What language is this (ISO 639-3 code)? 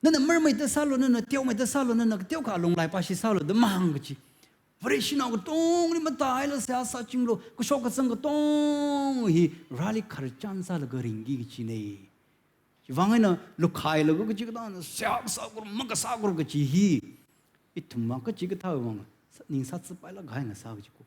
nmf